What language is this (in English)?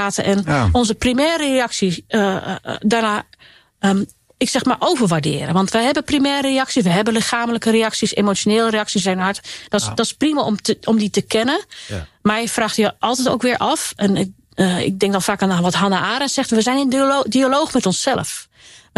Dutch